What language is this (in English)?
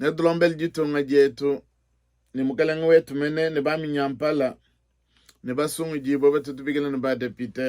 Luba-Lulua